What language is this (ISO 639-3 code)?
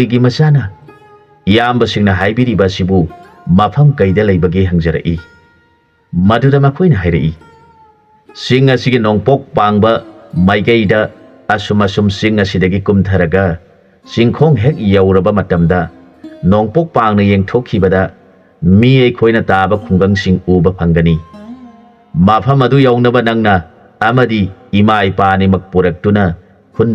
mni